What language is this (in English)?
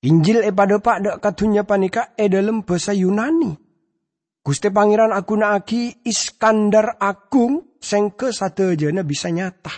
Madurese